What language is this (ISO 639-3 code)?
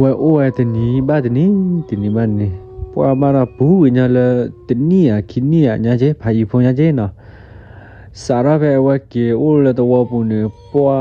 ksw